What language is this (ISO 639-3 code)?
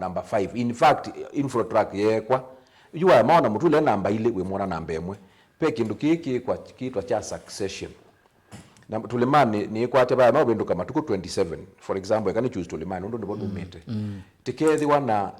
kam